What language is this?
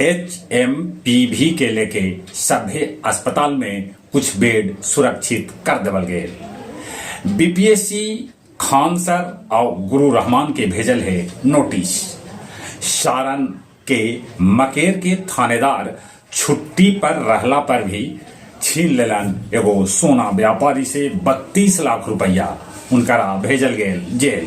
Magahi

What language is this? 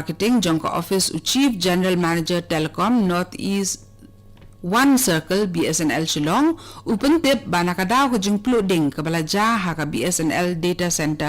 Khasi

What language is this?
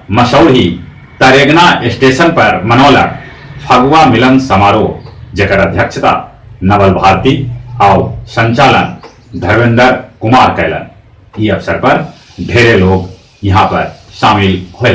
Magahi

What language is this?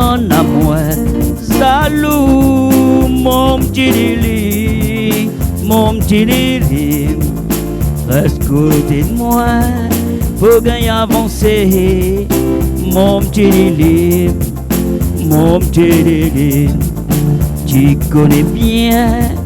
Réunion Creole French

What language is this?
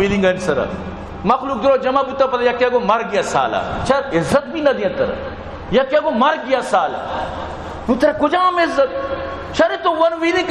Baluchi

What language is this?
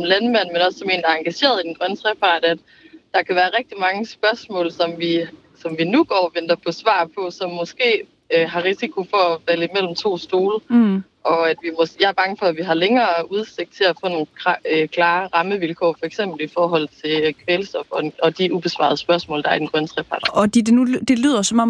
Danish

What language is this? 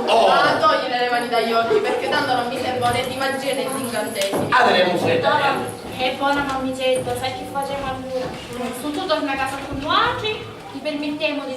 Sicilian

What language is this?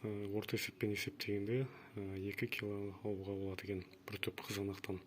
Kazakh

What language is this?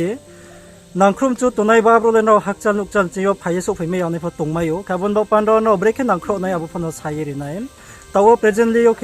Riang (India)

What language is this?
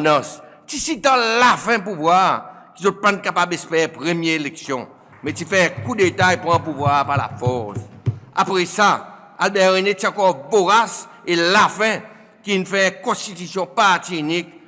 Seselwa Creole French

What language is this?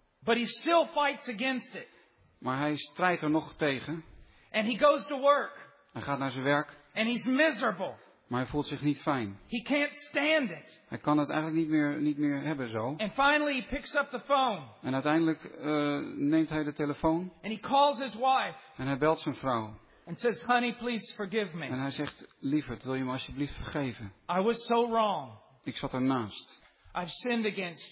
Dutch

